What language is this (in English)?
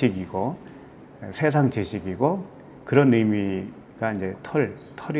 Korean